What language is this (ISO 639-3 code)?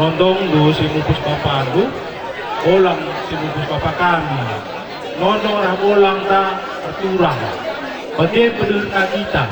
btx